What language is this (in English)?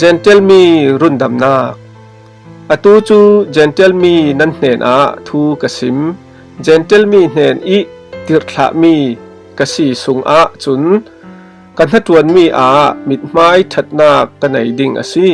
Falam Chin